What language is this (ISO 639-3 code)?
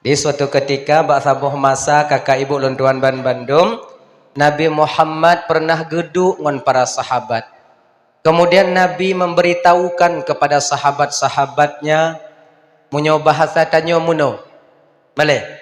ace